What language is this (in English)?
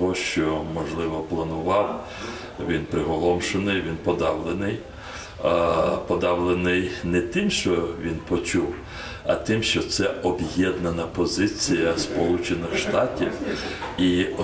Ukrainian